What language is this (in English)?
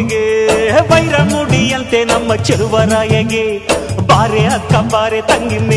Kannada